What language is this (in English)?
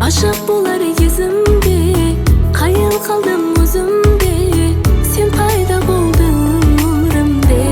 Kara-Kalpak